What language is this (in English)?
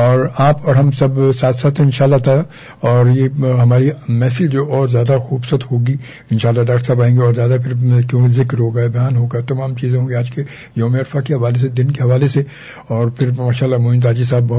Urdu